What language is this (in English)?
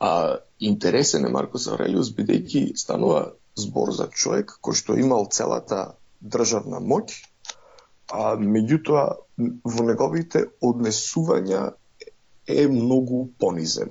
Macedonian